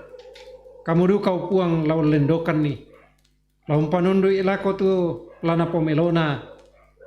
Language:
Toraja-Sa'dan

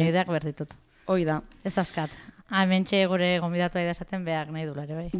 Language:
Basque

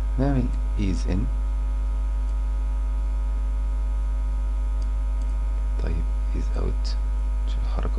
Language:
Egyptian Arabic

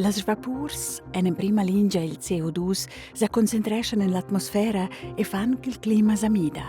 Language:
Romansh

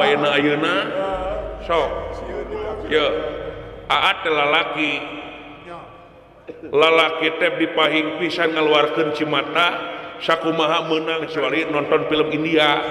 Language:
Sundanese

